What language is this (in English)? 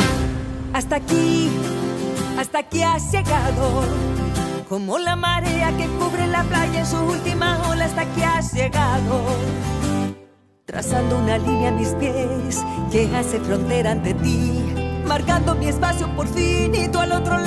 Spanish